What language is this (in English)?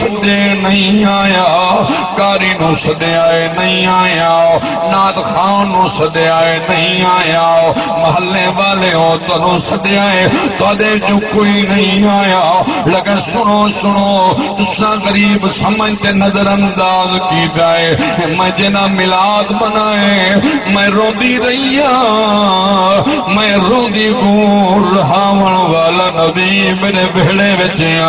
Saraiki